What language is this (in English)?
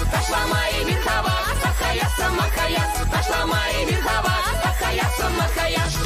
Chuvash